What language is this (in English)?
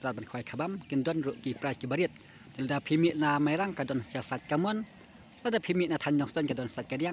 Khasi